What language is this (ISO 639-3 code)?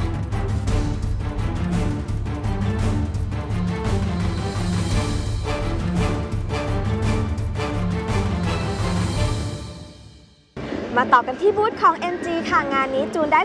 tha